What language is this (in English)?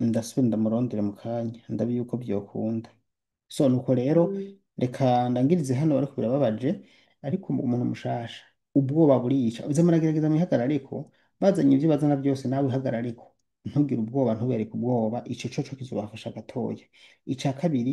Rundi